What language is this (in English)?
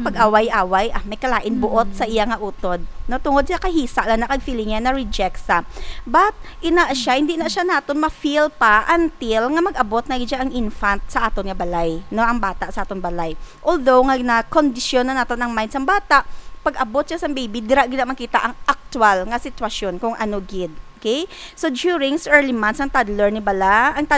Hiligaynon